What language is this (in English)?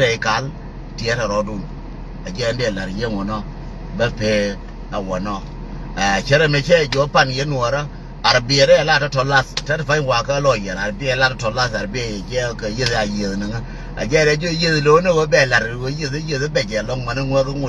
Nuer